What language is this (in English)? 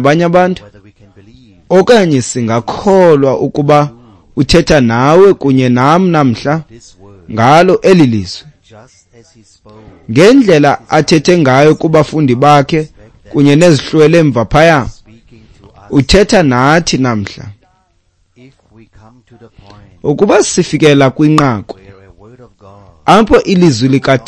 Xhosa